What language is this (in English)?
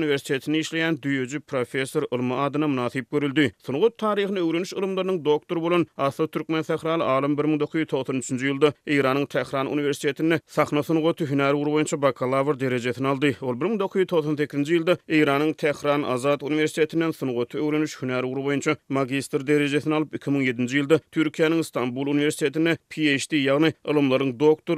Turkmen